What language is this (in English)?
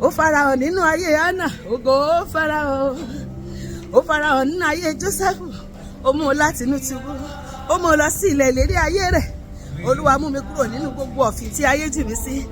Yoruba